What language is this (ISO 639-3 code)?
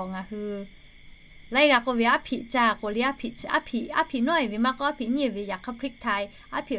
lhu